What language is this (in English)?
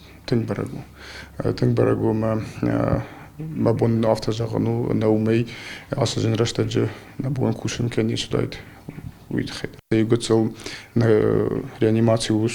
Ossetic